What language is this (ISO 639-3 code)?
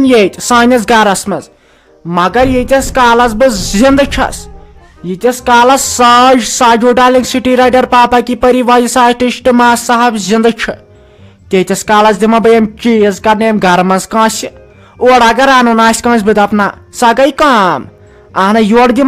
kas